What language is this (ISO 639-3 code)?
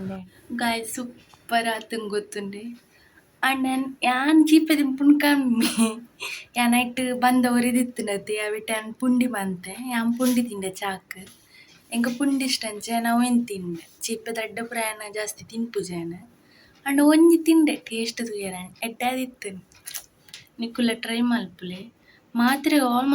tcy